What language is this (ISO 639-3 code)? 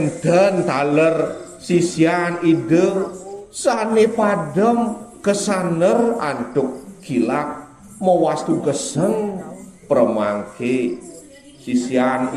ban